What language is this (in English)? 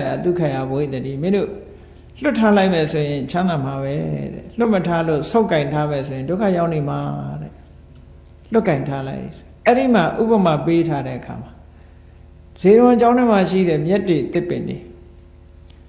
Burmese